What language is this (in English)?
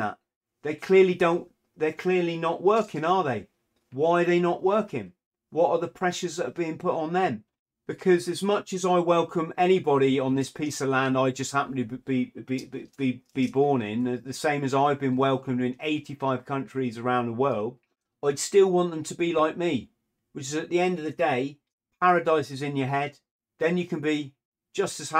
English